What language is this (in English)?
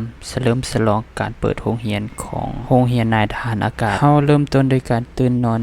Lao